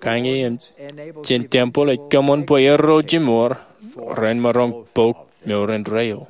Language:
Marshallese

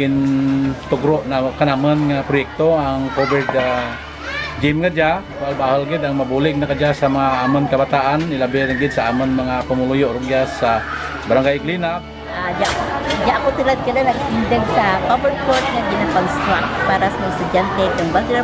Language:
Kinaray-a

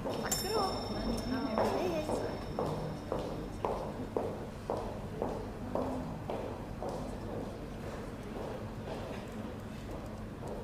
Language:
Swedish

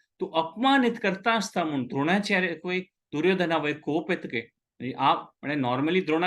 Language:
Konkani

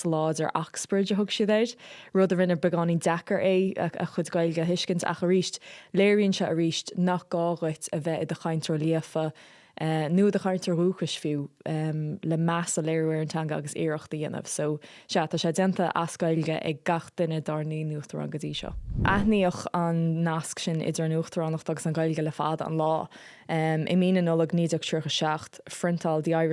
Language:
Irish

